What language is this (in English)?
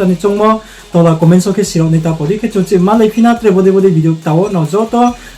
Riang (India)